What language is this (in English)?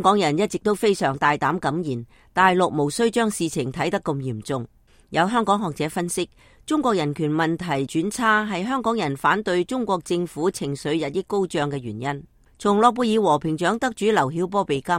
Cantonese